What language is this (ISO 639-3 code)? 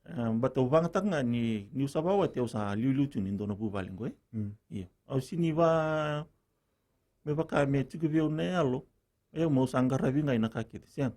fij